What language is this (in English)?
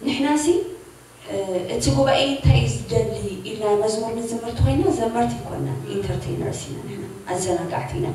Tigrinya